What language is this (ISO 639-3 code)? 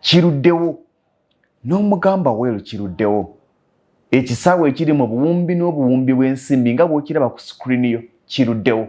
lug